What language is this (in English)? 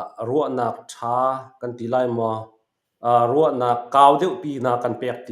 Hakha Chin